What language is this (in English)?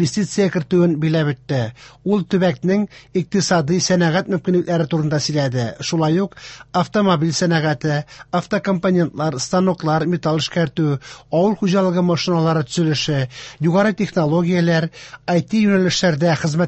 Tatar